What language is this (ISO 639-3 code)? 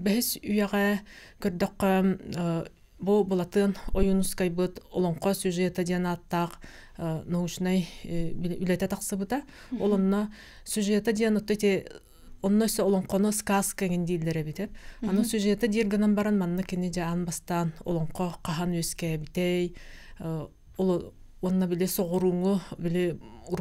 sah